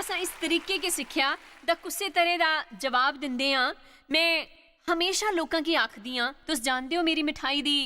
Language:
Dogri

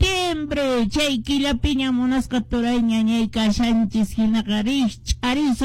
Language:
Quechua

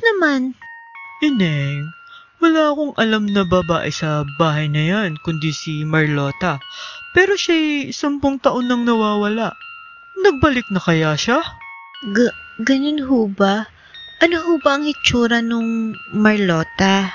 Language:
Filipino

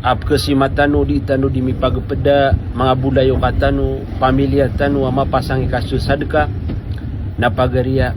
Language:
Maranao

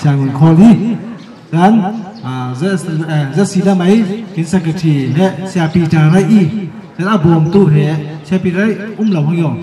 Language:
Falam Chin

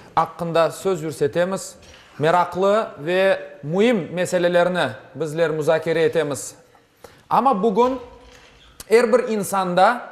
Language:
Crimean Tatar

